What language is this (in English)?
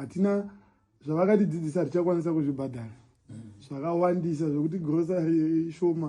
Shona